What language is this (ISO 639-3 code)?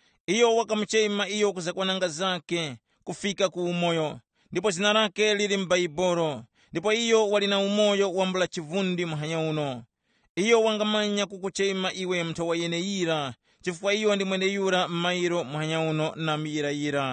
tum